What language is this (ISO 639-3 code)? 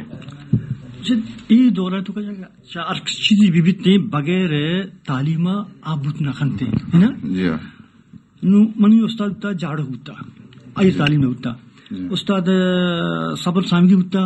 bal